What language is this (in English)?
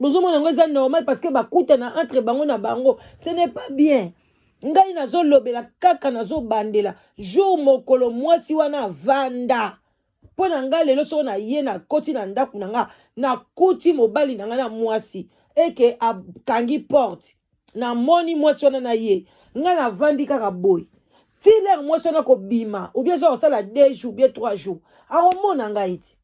Lingala